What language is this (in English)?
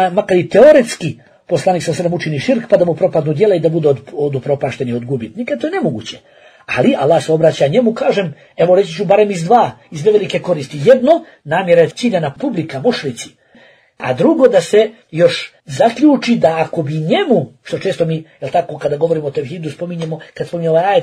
Bosnian